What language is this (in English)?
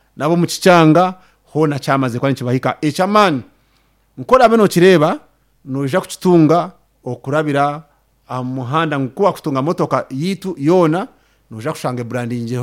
Nyankole